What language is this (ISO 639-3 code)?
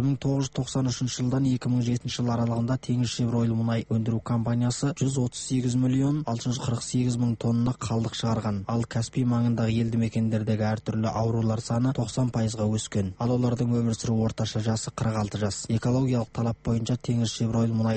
kaz